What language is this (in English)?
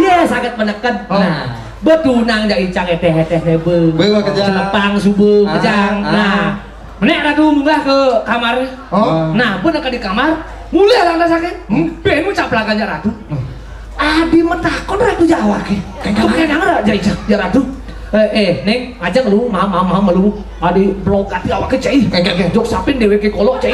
Balinese